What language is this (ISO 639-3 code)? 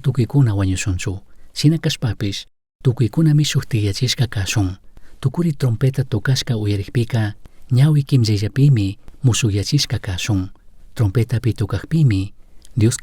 qug